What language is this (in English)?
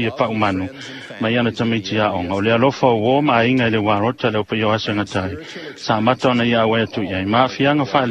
Samoan